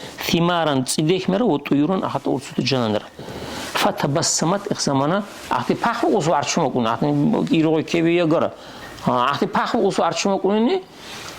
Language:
Dargwa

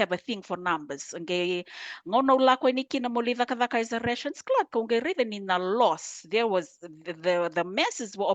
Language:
Fijian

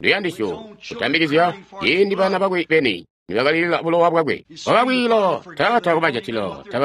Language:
Tonga (Zambia)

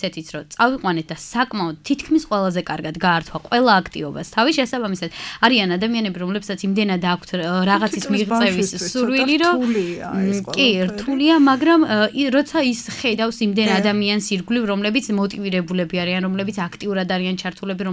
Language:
Georgian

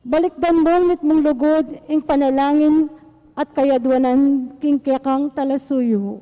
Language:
Pampanga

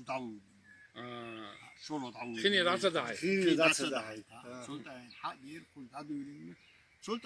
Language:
Chechen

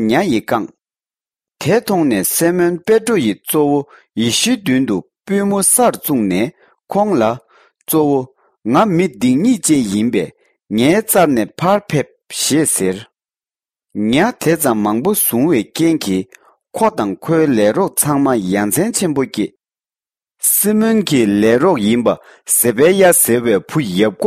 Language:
Tibetan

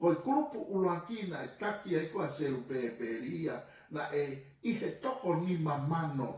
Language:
Tongan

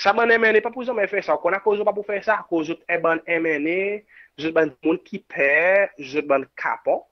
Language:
Seselwa Creole French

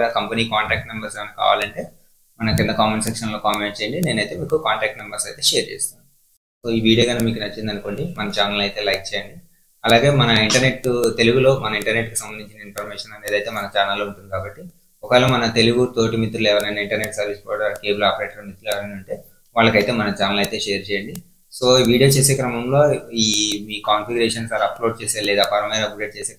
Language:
Telugu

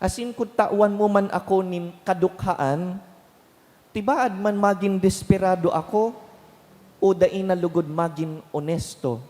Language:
Bikol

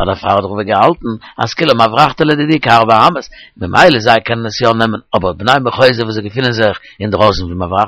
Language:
Yiddish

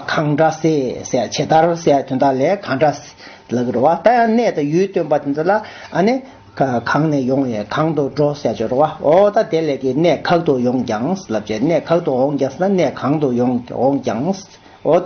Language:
Tibetan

